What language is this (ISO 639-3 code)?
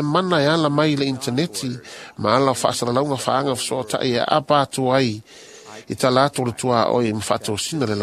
smo